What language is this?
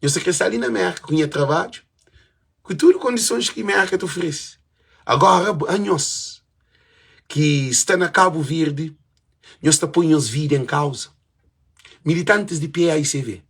Kabuverdianu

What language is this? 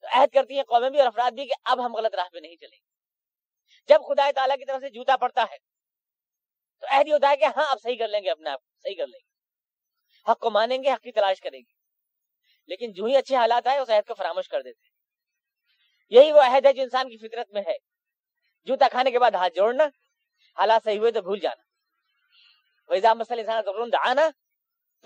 Urdu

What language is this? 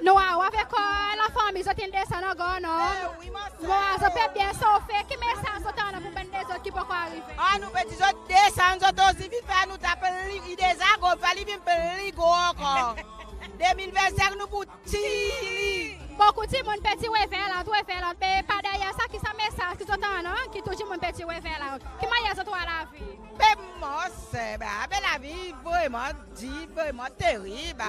Seselwa Creole French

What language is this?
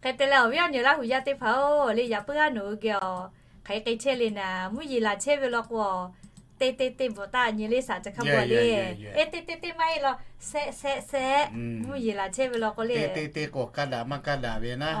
Lahu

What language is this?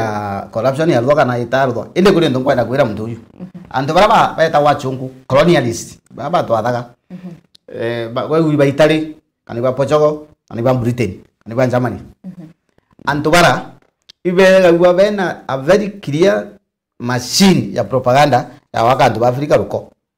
Meru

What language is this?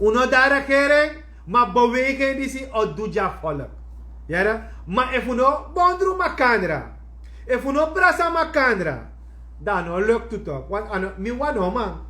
Sranan Tongo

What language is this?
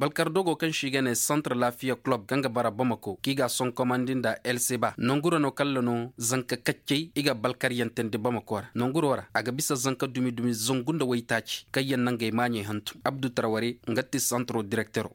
Zarma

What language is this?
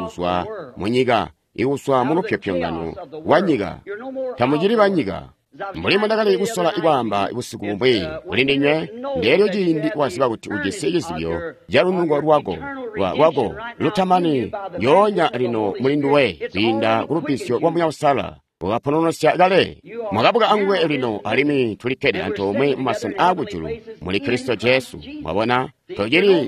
Tonga (Zambia)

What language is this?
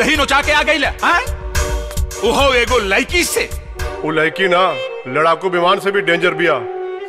Bhojpuri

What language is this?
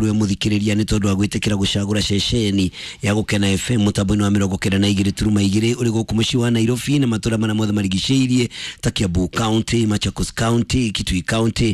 Kikuyu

